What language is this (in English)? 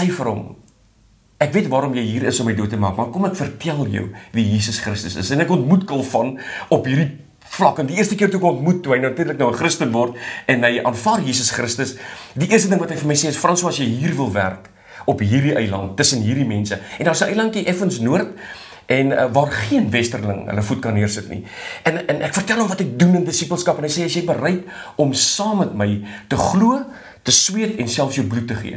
Afrikaans